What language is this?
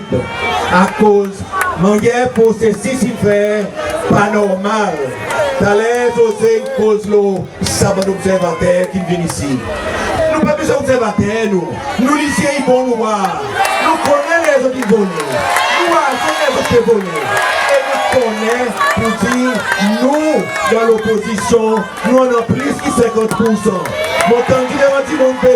Seselwa Creole French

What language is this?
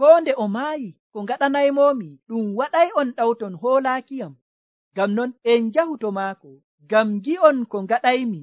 Nigerian Fulfulde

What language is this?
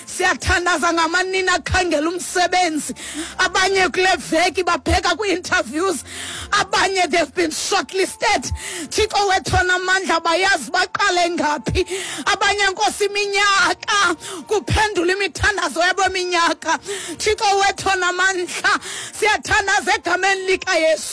Xhosa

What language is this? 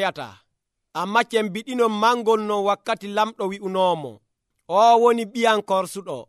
Nigerian Fulfulde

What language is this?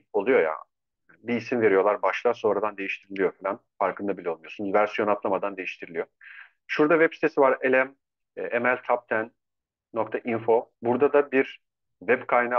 Turkish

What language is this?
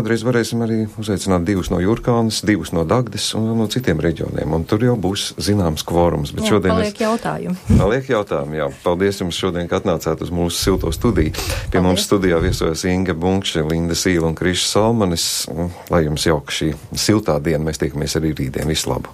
Latvian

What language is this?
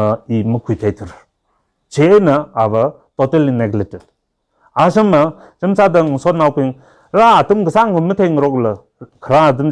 Tangkhul Naga (India)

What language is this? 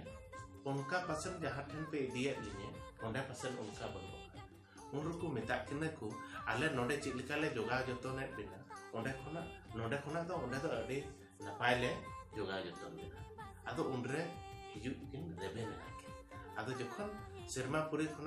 Santali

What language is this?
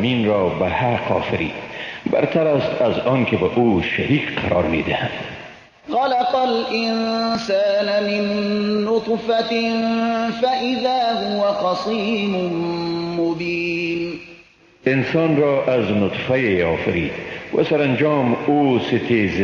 Persian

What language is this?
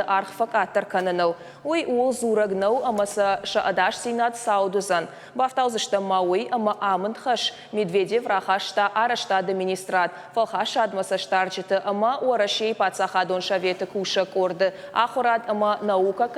Ossetic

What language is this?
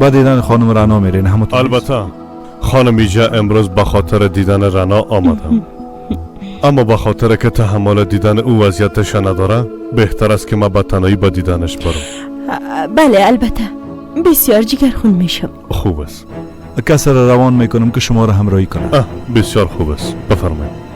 Persian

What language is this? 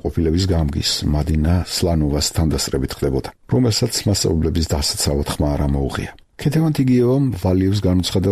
Georgian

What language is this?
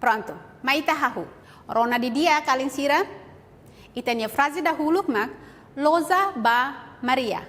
Tetum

